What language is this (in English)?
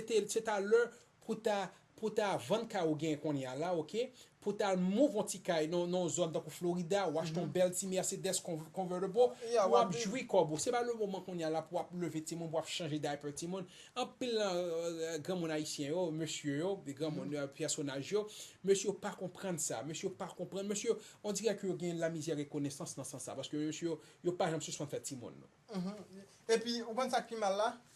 Haitian Creole